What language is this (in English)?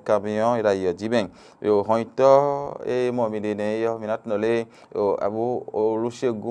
Fon